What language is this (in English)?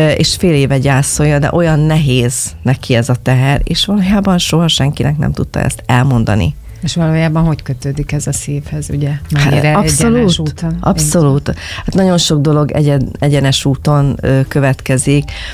Hungarian